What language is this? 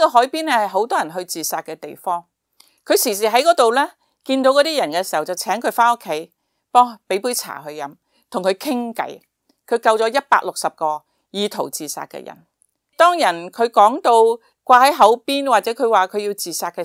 Cantonese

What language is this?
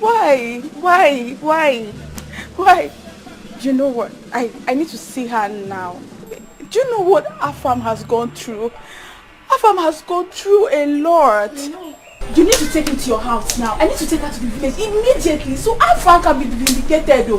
Nigerian Pidgin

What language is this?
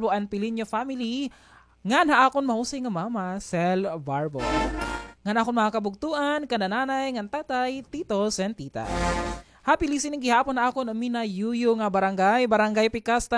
Waray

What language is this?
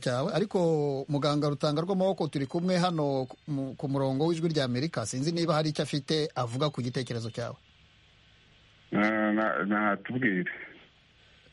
Kinyarwanda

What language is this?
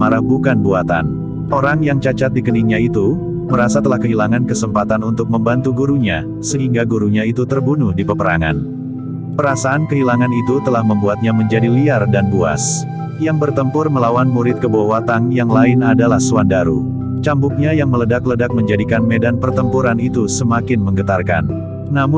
Indonesian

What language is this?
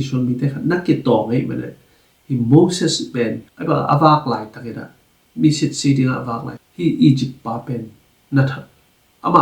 Tedim Chin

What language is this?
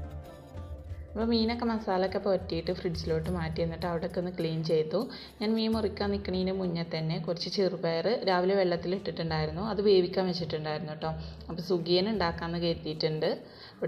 Malayalam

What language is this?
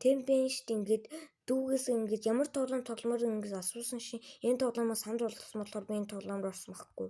Mongolian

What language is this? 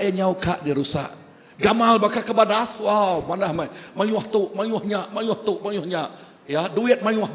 Iban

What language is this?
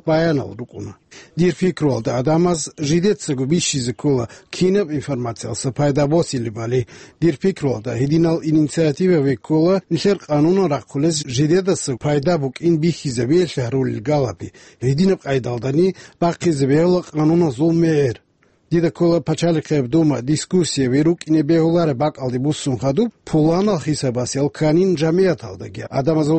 Avaric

